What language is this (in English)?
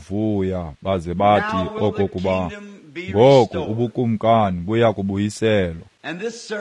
Xhosa